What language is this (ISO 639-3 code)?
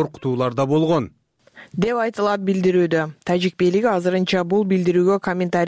kir